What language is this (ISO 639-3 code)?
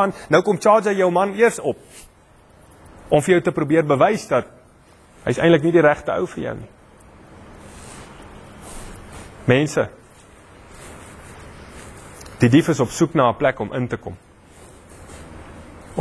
afr